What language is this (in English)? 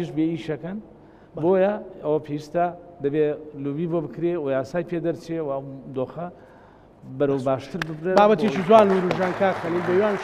Central Kurdish